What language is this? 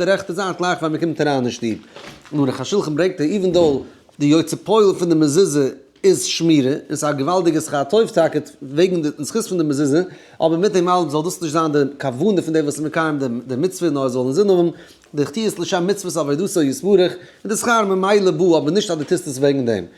Yiddish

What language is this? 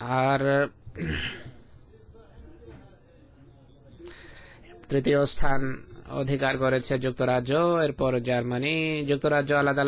Bangla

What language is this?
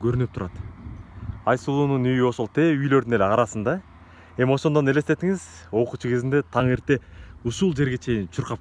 Kyrgyz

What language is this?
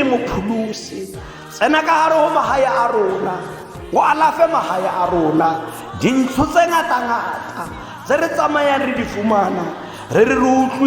Tswana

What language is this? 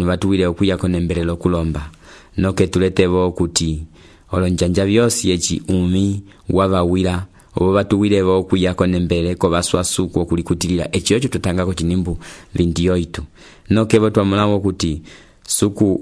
Umbundu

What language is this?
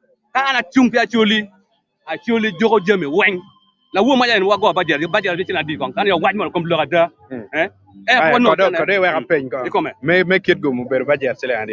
Acoli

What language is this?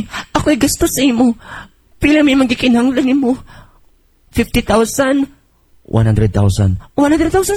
Cebuano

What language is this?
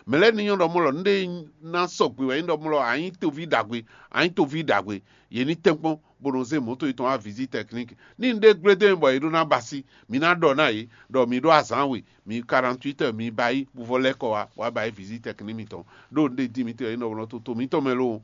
Fon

